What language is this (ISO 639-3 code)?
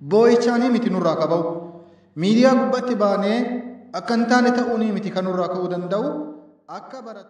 orm